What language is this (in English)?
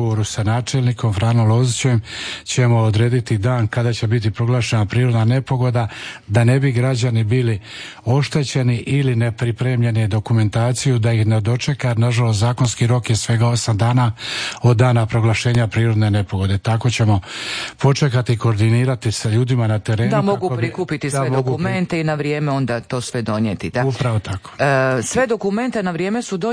Croatian